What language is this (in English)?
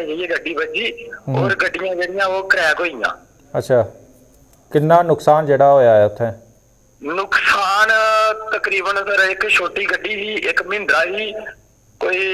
Dogri